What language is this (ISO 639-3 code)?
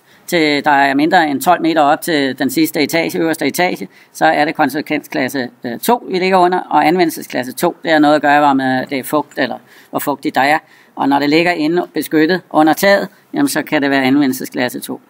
dan